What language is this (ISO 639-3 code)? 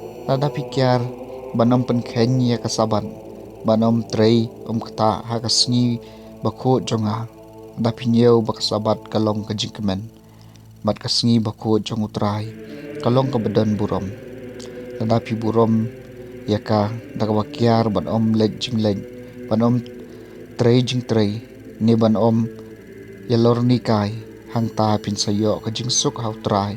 kha